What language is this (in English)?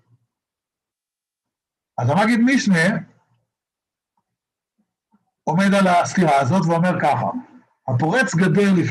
Hebrew